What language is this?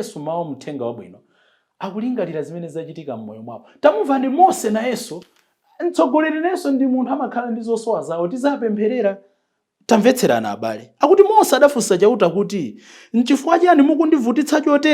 Nyanja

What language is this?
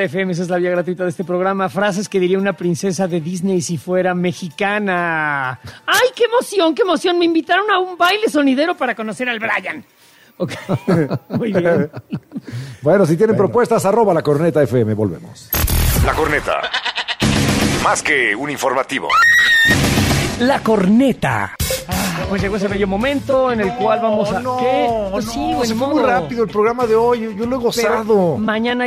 Spanish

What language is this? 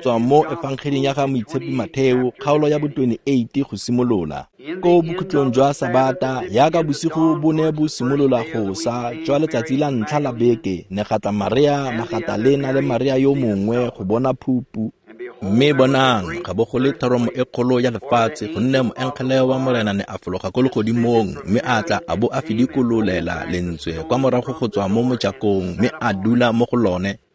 Tswana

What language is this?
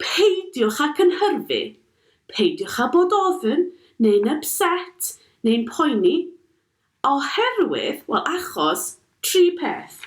Welsh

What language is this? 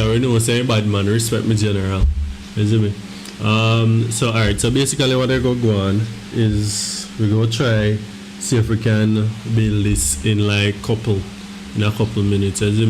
Jamaican Creole English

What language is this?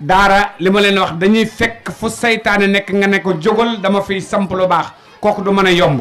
Wolof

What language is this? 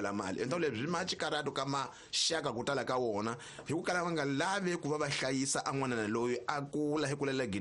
Tsonga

